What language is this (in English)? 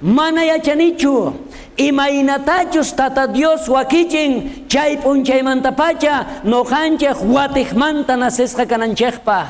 South Bolivian Quechua